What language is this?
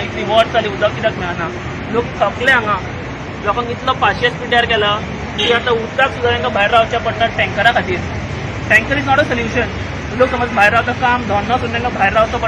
Konkani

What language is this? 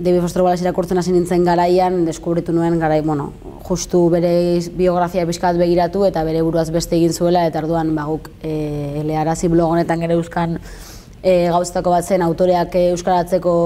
Basque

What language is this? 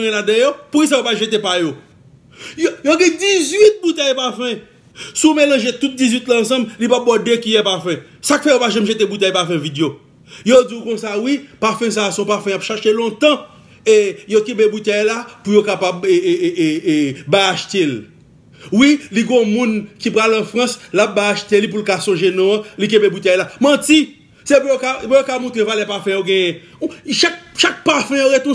Haitian Creole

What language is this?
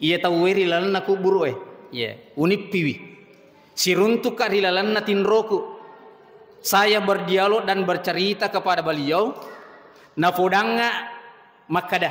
Buginese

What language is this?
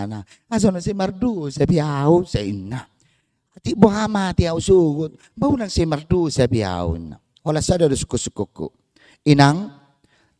Batak Toba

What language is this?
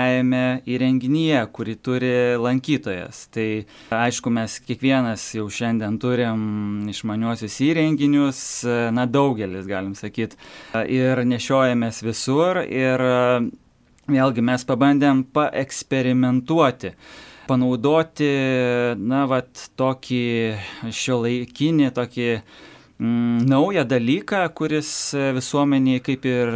Lithuanian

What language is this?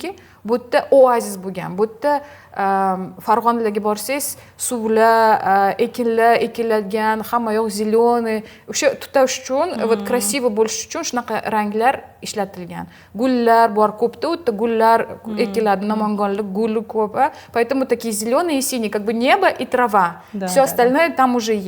Uzbek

